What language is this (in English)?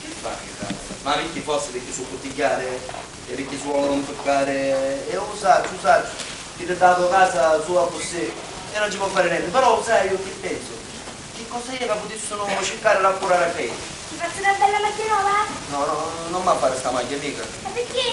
Sicilian